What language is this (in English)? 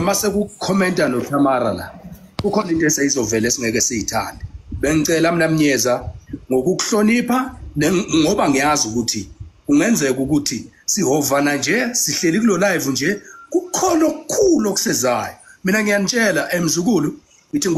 Zulu